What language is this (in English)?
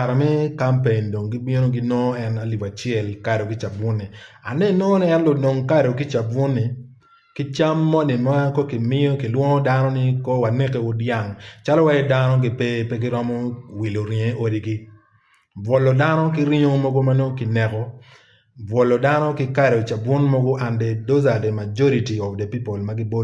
Acoli